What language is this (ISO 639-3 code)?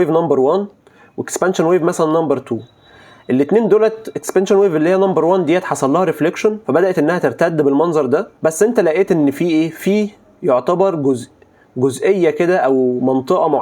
arz